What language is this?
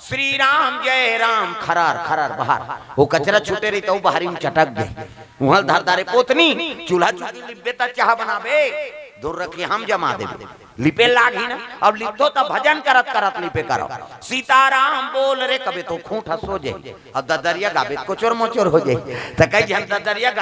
Chhattisgarhi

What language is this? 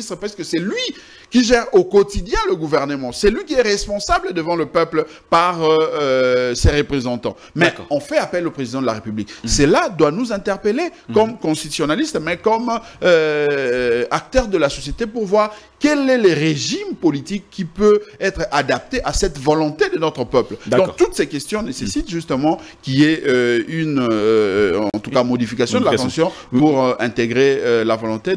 French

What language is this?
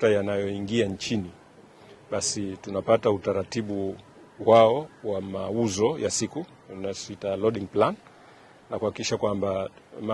Swahili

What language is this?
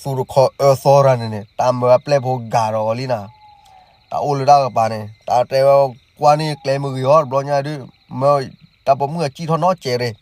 S'gaw Karen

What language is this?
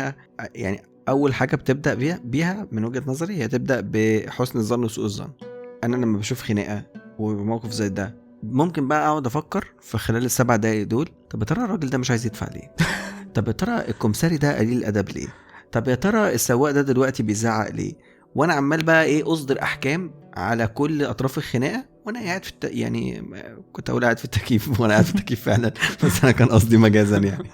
Egyptian Arabic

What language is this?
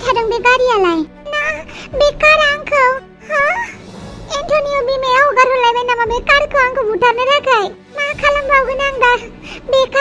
Bodo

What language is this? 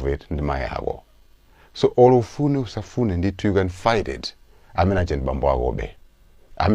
Nyanja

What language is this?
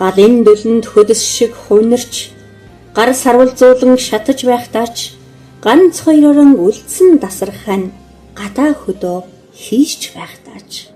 Mongolian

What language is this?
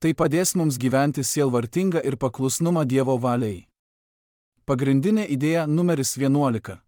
Lithuanian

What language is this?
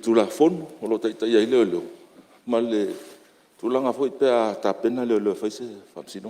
Samoan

